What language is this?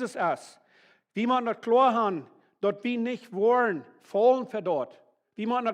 Plautdietsch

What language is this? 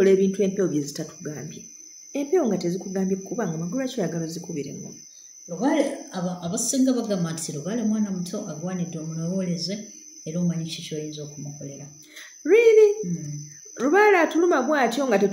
Ganda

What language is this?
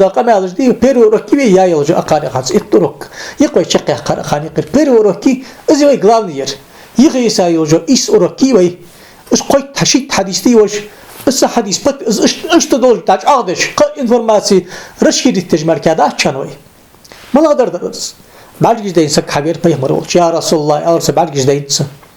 Ingush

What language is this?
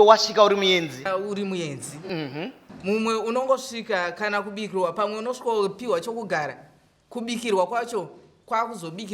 Shona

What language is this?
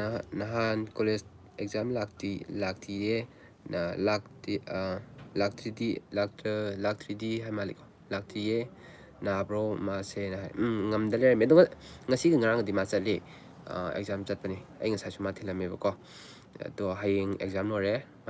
Manipuri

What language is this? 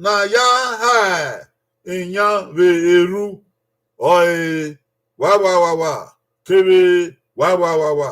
Bini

